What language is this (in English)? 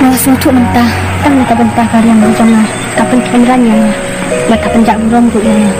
Khasi